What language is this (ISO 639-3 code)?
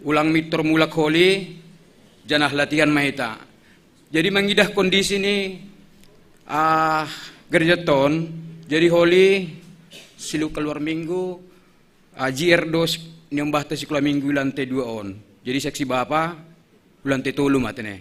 bts